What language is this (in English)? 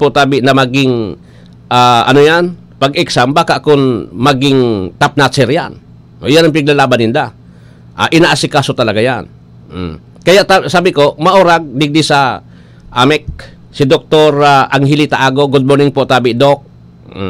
Bikol